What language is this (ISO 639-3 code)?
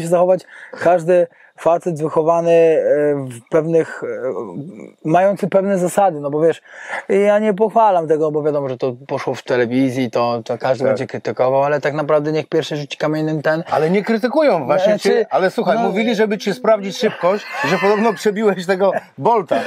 pol